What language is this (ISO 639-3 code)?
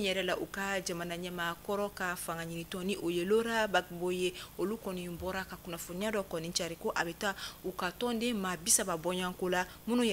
bam